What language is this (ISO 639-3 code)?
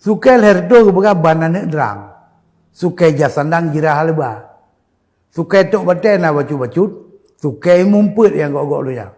ace